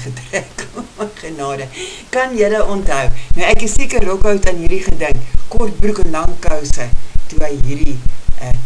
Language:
Afrikaans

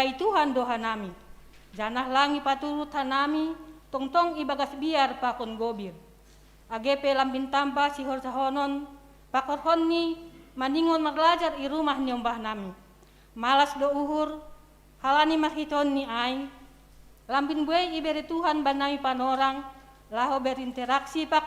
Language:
Batak Simalungun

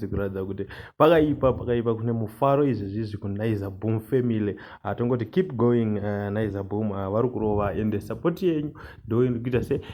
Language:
Shona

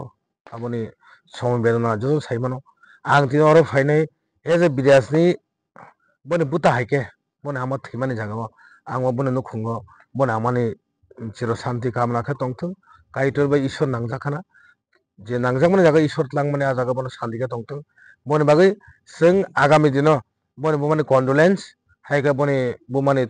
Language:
Kok Borok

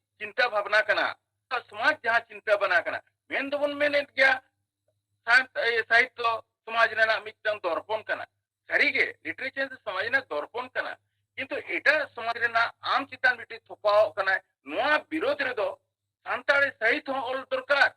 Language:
Santali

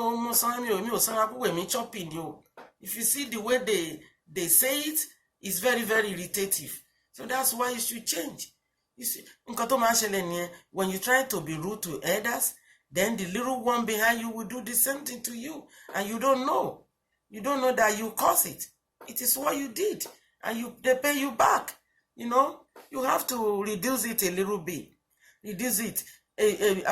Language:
Yoruba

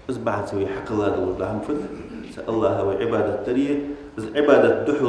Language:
Ingush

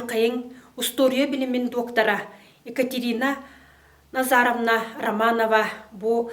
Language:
Yakut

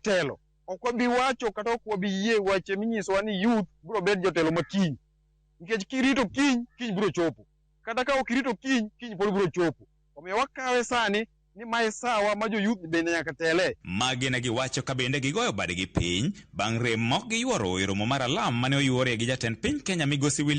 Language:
Luo (Kenya and Tanzania)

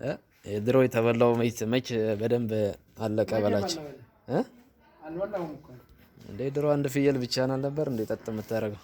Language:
Amharic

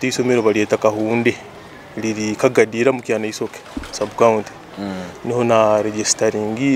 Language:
Nyoro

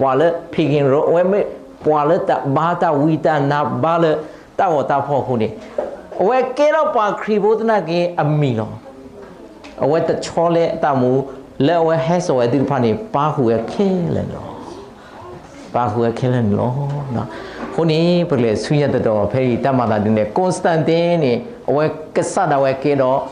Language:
S'gaw Karen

